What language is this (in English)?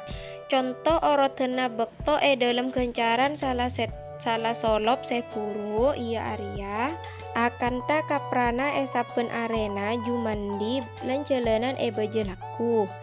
Madurese